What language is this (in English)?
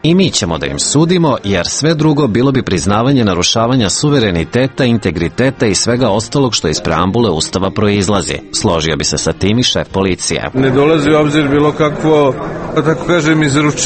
Serbian